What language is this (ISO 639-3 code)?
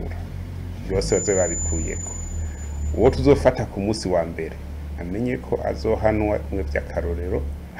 run